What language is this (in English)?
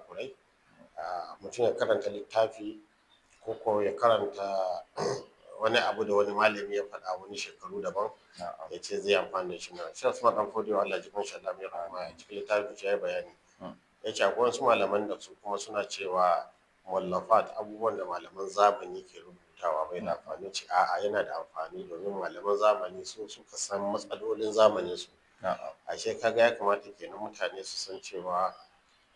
Hausa